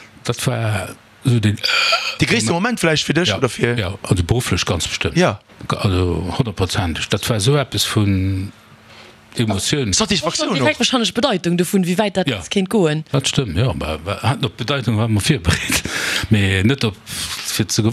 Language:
Luxembourgish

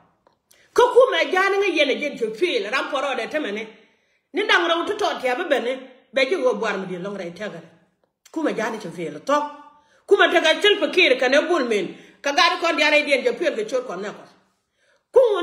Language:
Nuer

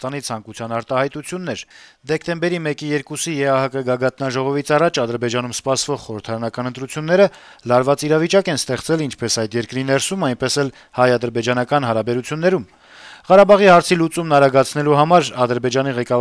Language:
Armenian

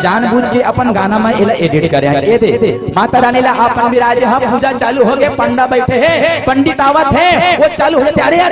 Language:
Chhattisgarhi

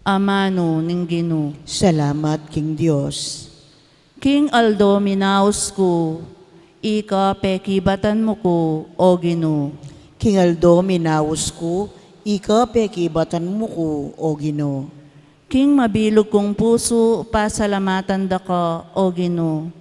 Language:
Pampanga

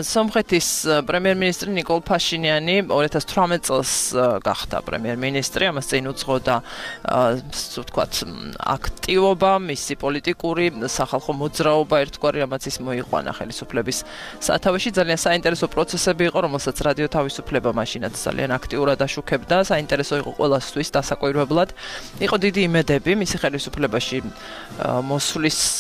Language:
Georgian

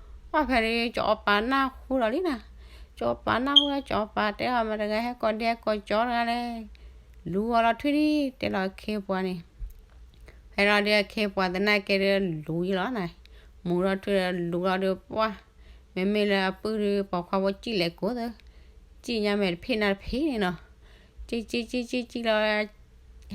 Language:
S'gaw Karen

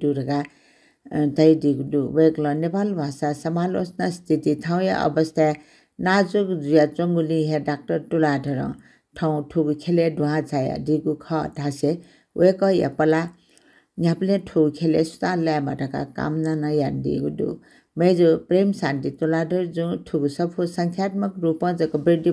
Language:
Newari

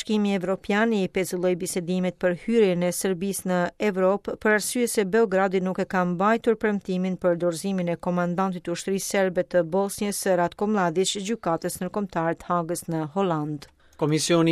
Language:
Albanian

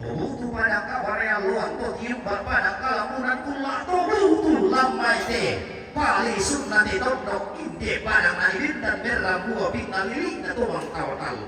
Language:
Toraja-Sa'dan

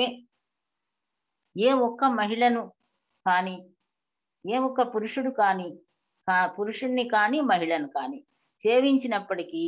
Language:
Telugu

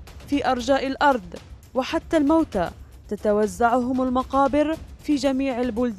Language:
Arabic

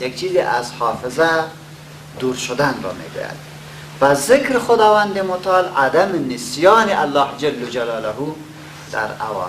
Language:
Persian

